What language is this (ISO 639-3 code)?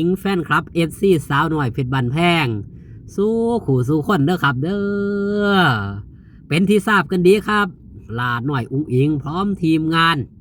tts